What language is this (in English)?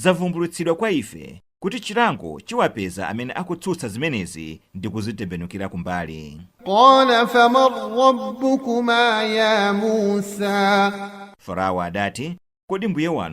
Nyanja